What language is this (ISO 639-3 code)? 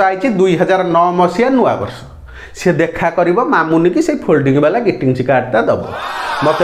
ori